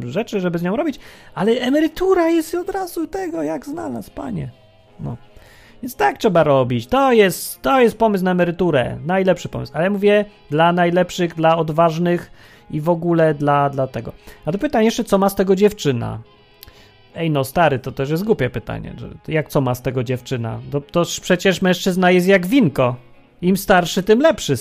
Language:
Polish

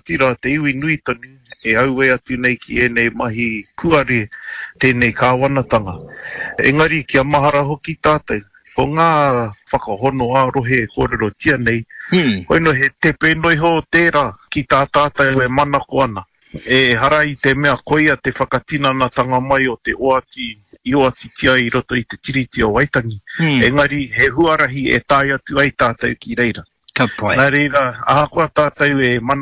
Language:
Māori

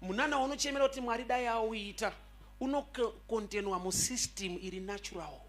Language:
Shona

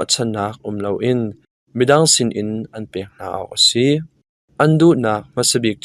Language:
Hakha Chin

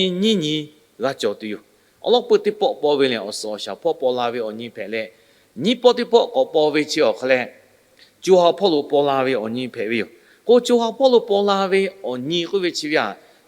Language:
Lahu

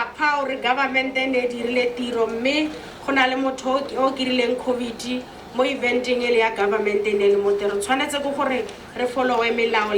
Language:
Tswana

